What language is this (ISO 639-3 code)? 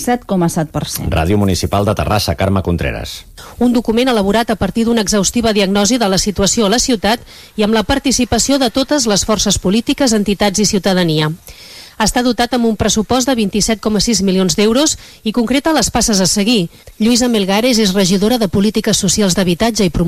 cat